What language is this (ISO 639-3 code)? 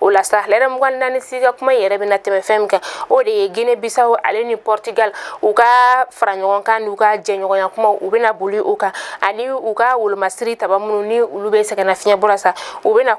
bam